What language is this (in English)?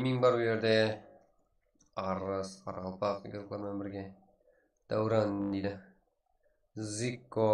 Kara-Kalpak